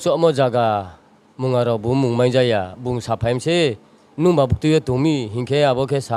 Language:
Riang (India)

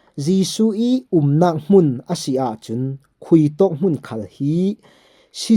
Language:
Falam Chin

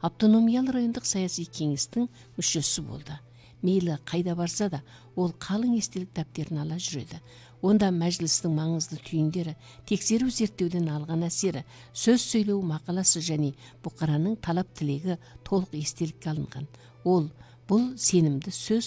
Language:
Kazakh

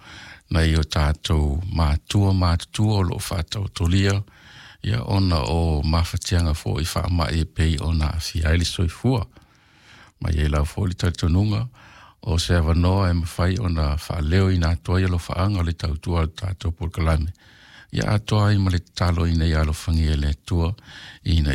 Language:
Samoan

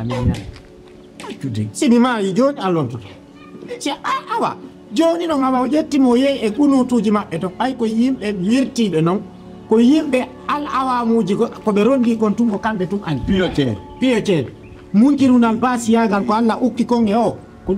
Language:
Fula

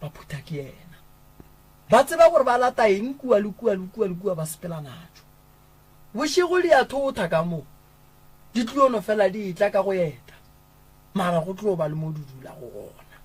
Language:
Northern Sotho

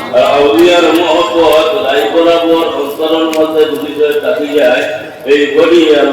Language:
Sylheti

